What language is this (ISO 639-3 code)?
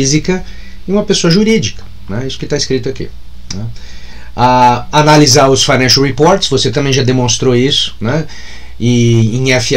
por